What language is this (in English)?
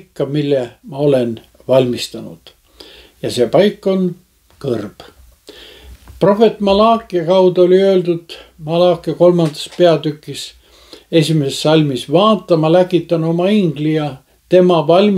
Estonian